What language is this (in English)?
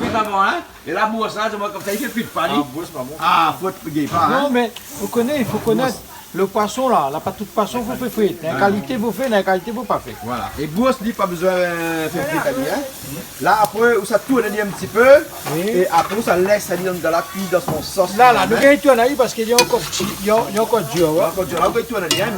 Réunion Creole French